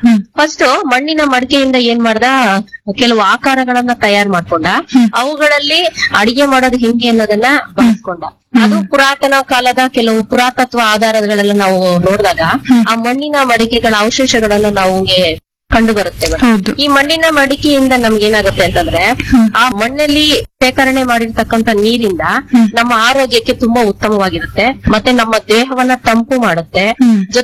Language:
Kannada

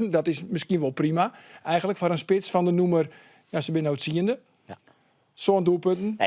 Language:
Western Frisian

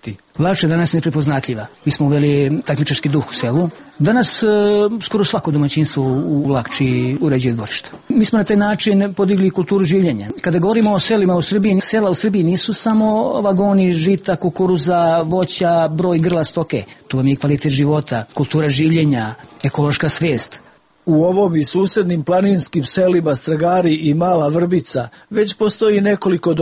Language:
Serbian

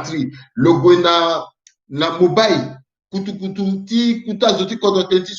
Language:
Sango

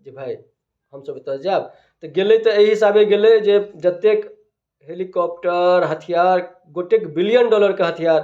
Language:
Maithili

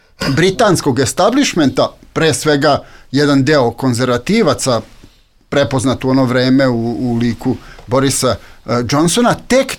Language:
Serbian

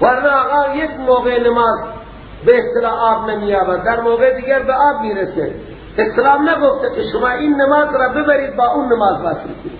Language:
Persian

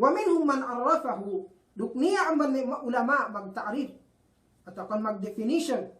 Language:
Yakan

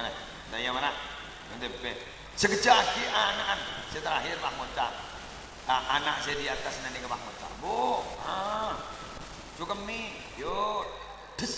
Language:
Madurese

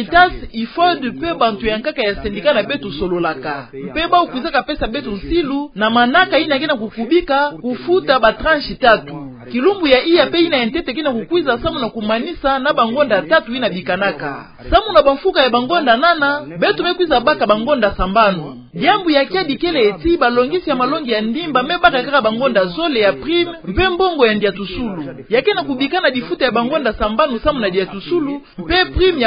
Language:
Kituba (Democratic Republic of Congo)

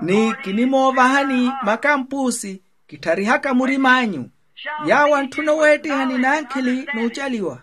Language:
Makhuwa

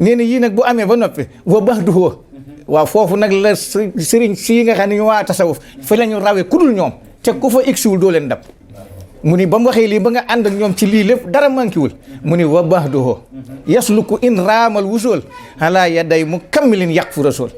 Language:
Wolof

